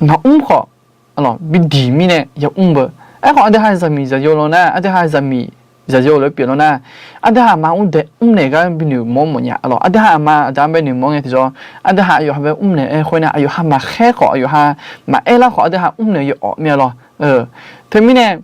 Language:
Akha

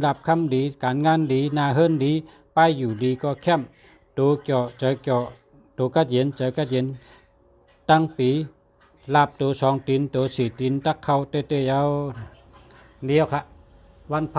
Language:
Shan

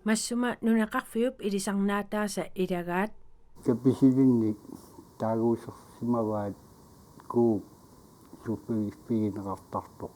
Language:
Kalaallisut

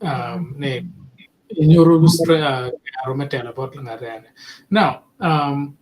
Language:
Acoli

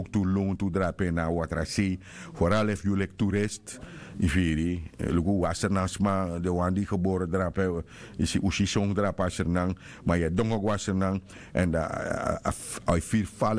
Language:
Sranan Tongo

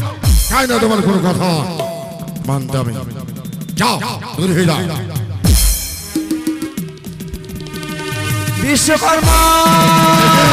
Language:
Bangla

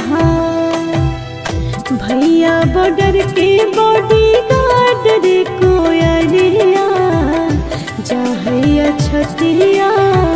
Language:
Bhojpuri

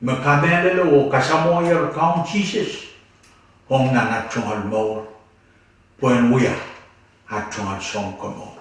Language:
Pohnpeian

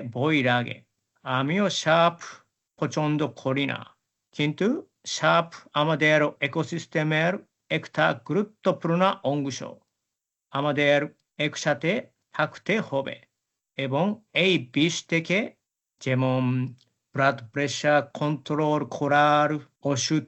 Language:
Bangla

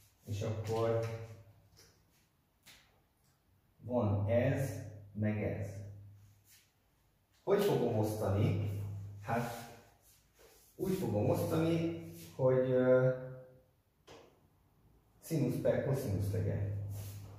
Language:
Hungarian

